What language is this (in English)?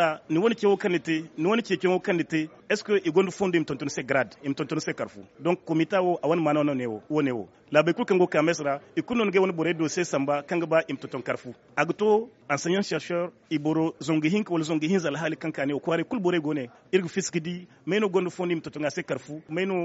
Zarma